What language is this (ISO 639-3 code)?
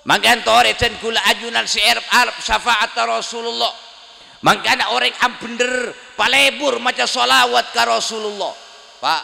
mad